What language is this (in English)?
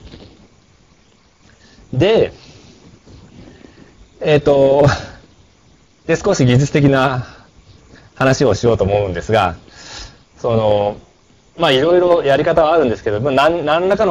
Japanese